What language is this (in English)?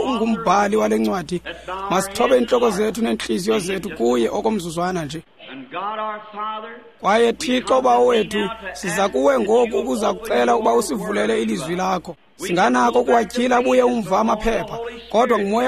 Xhosa